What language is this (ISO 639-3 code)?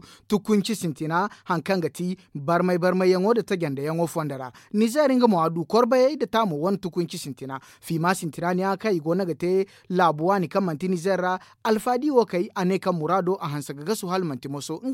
dje